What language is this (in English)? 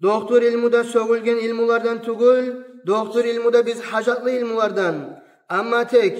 Kumyk